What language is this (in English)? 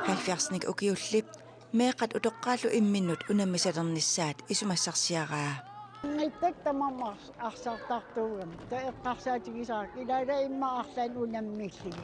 Kalaallisut